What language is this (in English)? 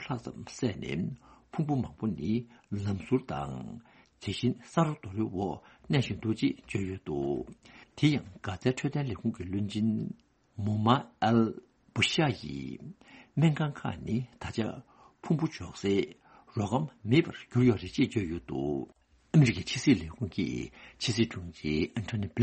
Tibetan